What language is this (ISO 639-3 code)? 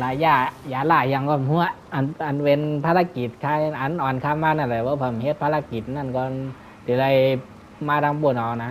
shn